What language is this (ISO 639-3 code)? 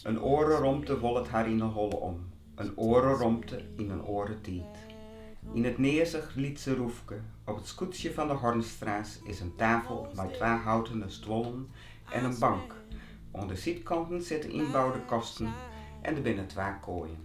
fry